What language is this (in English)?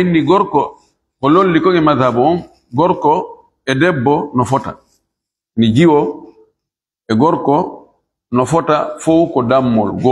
Fula